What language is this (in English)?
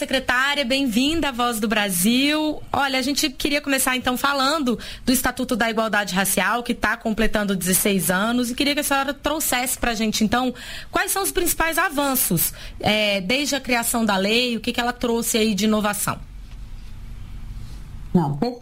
Portuguese